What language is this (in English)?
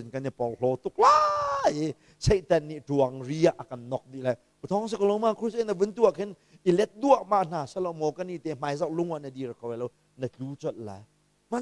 Hakha Chin